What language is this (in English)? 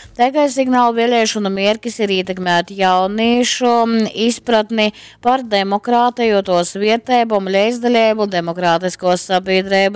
Latgalian